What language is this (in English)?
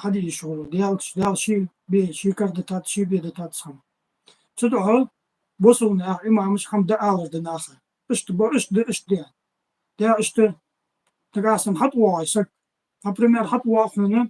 Ingush